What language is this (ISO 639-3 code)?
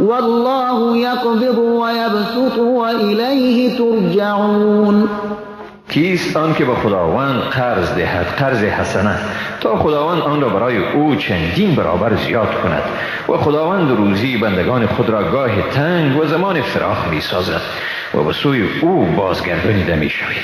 fas